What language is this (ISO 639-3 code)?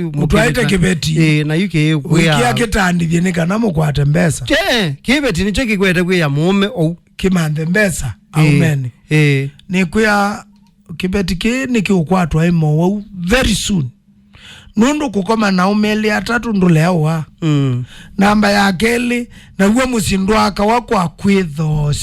kam